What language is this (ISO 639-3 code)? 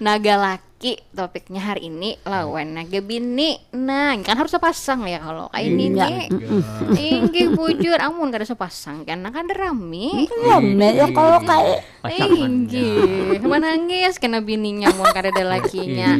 bjn